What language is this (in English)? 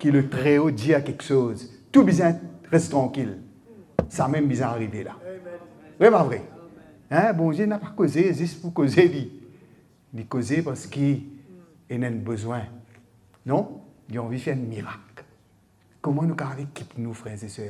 Morisyen